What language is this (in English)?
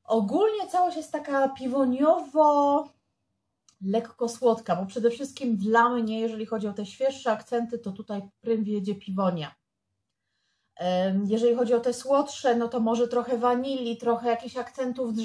Polish